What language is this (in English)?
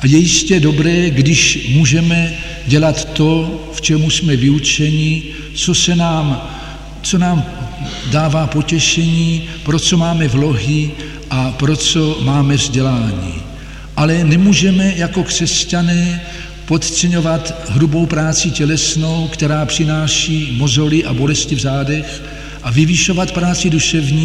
Czech